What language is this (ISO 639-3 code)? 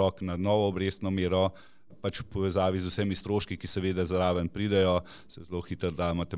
slv